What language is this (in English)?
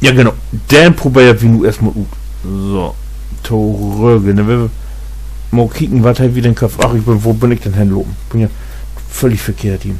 Low German